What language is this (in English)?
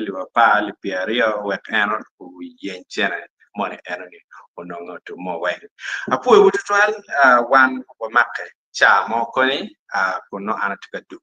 Acoli